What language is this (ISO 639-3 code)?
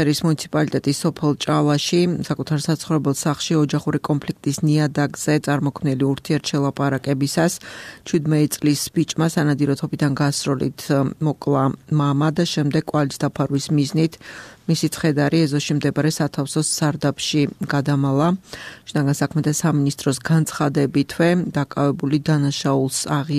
kat